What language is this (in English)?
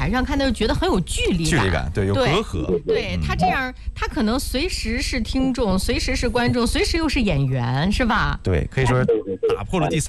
Chinese